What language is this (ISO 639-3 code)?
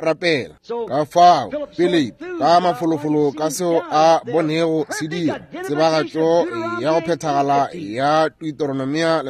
nso